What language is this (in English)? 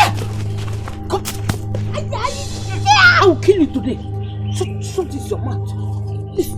Nigerian Pidgin